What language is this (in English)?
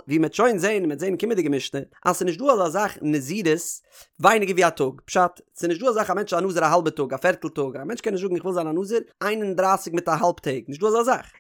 Yiddish